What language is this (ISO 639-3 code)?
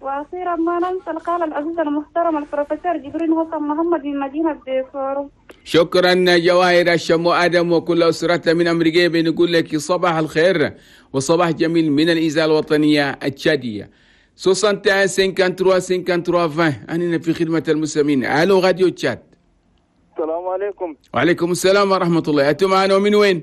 shu